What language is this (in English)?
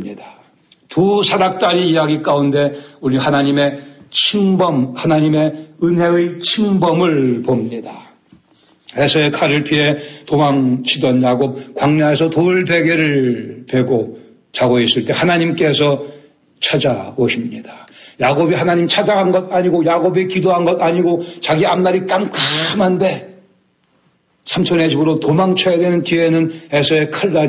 Korean